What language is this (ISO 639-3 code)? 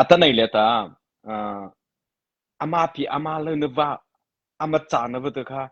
mrh